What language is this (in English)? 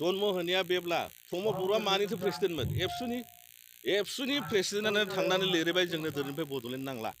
Bodo